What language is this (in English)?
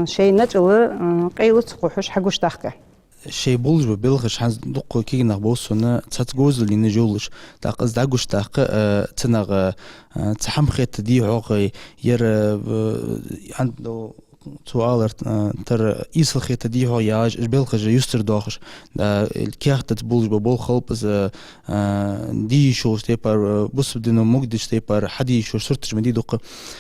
Ingush